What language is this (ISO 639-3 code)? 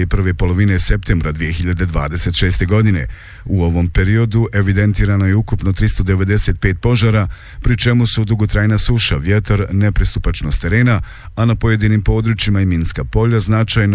bos